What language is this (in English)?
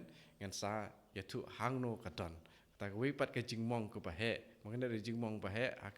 Khasi